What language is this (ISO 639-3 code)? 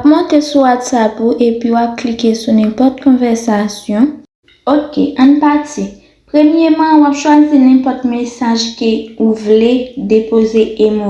hat